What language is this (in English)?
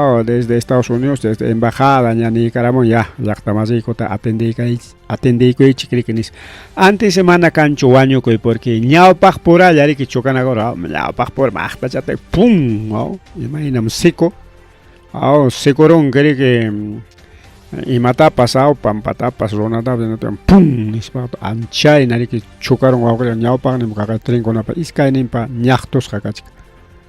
Ayacucho Quechua